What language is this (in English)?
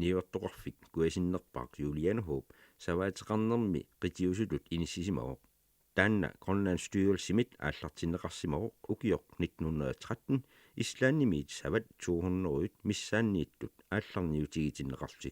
Kalaallisut